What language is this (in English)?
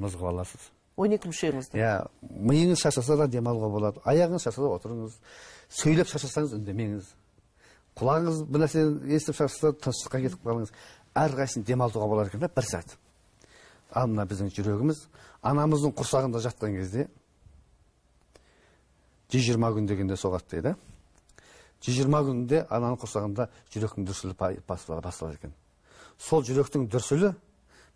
Kazakh